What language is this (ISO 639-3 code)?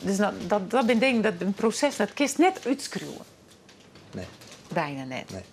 fry